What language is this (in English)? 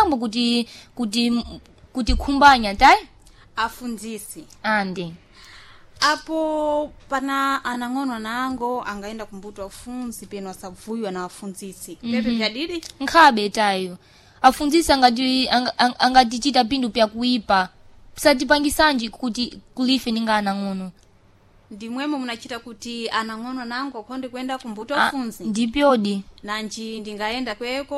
Sena